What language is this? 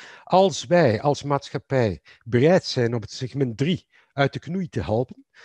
Dutch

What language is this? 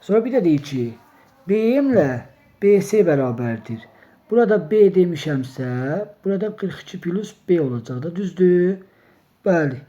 Azerbaijani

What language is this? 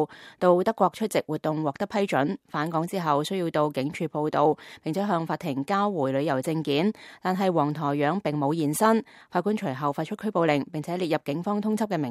Cantonese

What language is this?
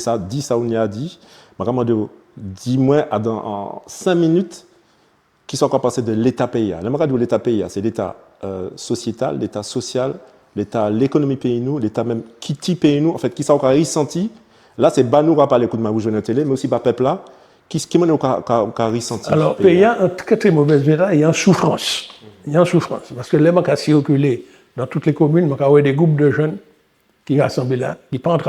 Guadeloupean Creole French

